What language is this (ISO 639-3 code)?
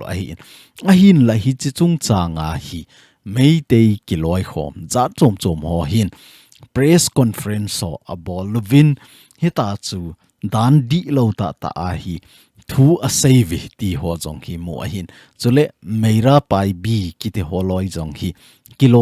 tcz